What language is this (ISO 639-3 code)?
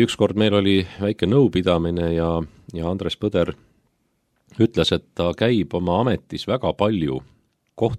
est